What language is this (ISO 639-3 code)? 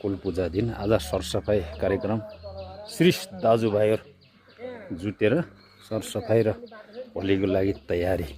nep